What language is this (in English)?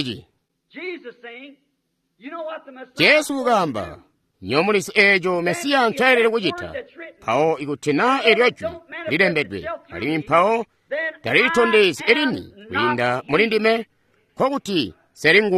Tonga (Zambia)